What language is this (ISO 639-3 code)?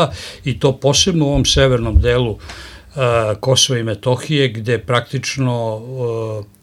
srp